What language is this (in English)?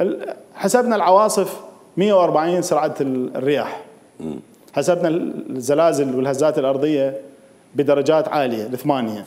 Mesopotamian Arabic